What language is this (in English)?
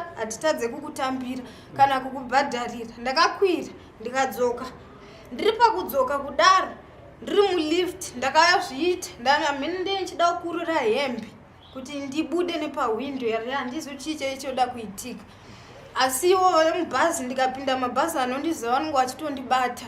Shona